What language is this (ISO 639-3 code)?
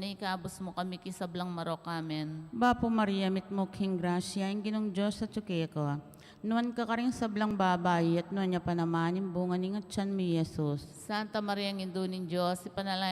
pam